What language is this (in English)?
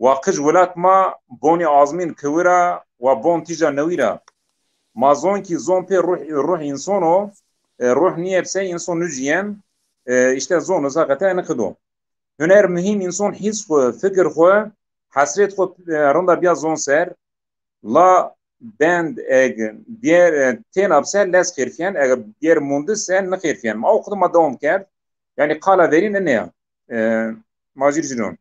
Zaza